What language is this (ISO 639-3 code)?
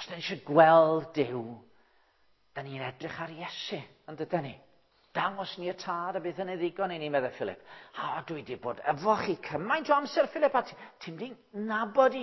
cym